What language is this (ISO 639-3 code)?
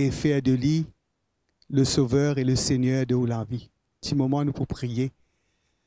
mfe